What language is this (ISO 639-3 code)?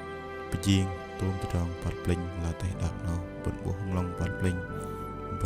bdq